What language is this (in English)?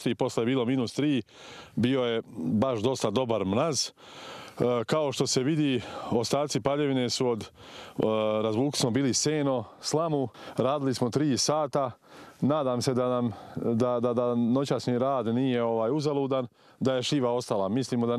Serbian